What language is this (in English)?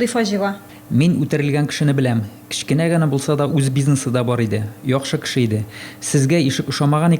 Tatar